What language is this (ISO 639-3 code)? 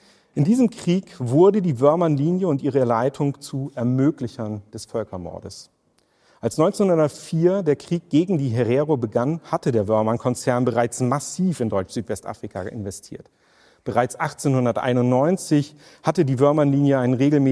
deu